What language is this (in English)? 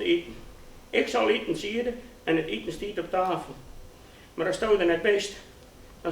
Western Frisian